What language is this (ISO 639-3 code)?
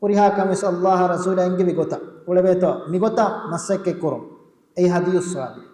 div